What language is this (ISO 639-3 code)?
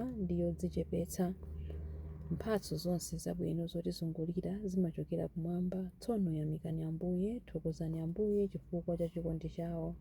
nya